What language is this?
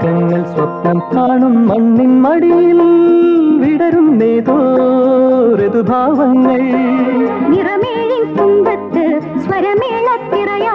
Malayalam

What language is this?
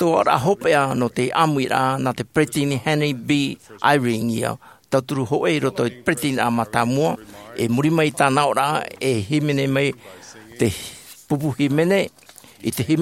Tahitian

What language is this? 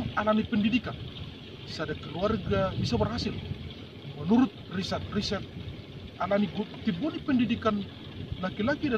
Batak Toba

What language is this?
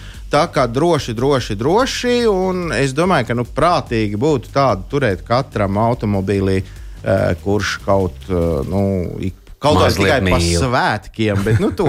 Latvian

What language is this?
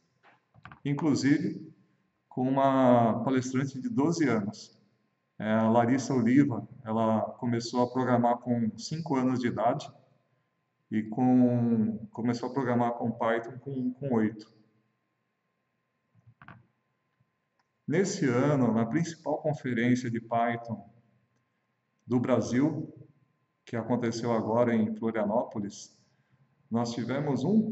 Portuguese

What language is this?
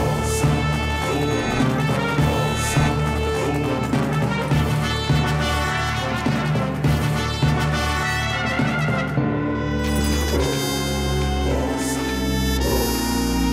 Hindi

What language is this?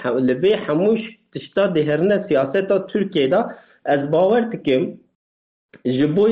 Kurdish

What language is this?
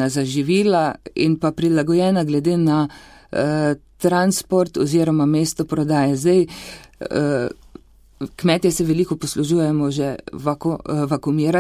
Slovenian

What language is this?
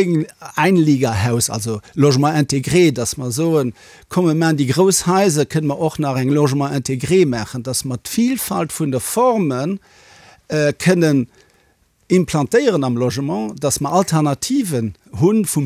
Luxembourgish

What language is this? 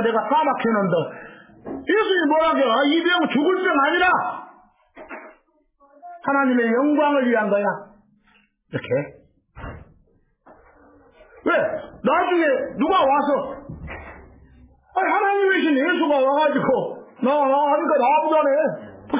Korean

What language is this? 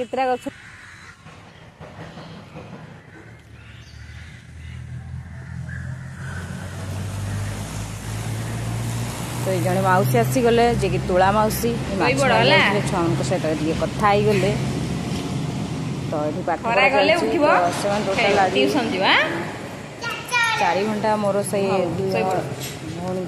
Odia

